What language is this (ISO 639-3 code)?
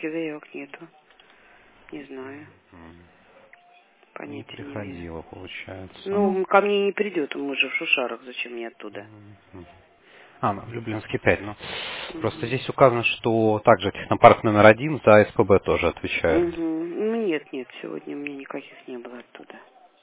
rus